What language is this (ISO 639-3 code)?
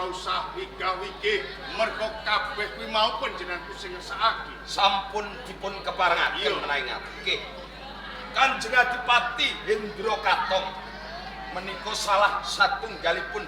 jav